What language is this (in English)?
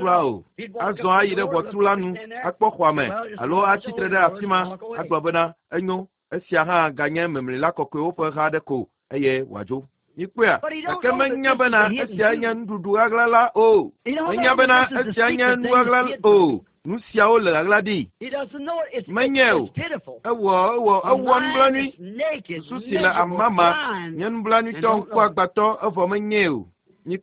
Ewe